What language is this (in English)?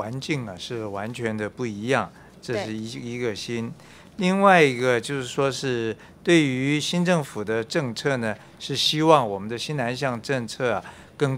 Chinese